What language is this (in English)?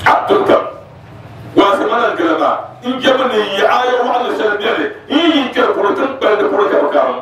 Dagbani